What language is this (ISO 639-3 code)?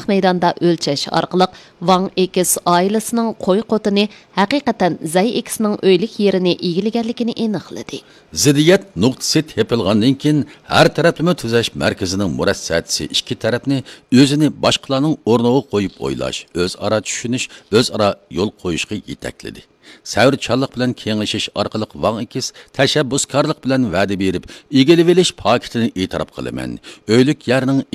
uig